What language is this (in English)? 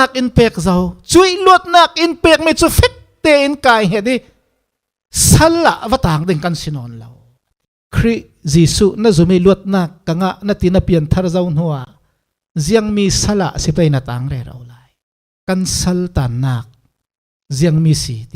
Falam Chin